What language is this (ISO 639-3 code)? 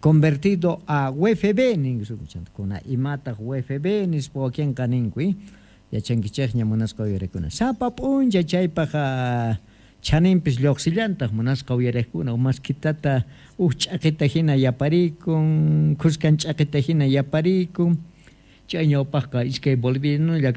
que